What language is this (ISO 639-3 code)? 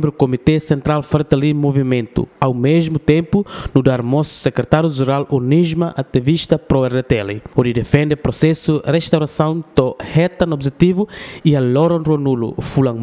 tet